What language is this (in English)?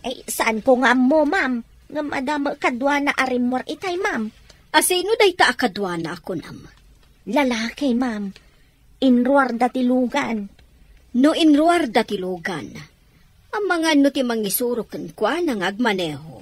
Iloko